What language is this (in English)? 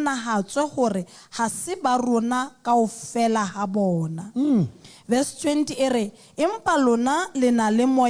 Southern Sotho